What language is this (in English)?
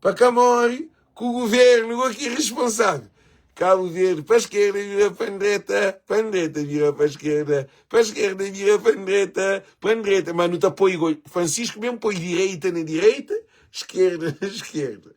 Kabuverdianu